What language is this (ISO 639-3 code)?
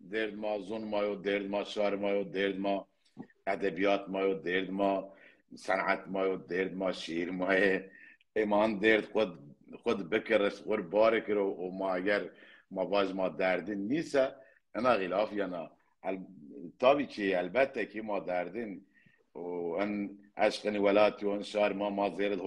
zza